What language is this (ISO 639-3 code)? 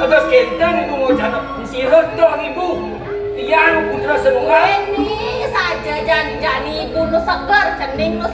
ban